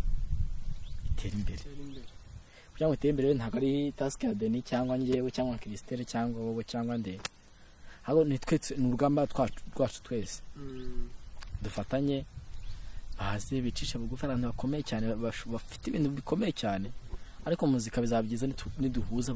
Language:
Kinyarwanda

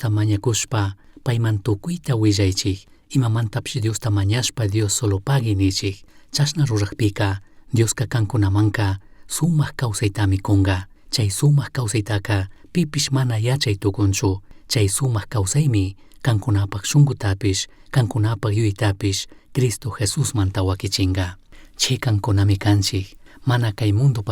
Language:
Chimborazo Highland Quichua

